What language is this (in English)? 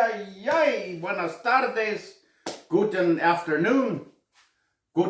Plautdietsch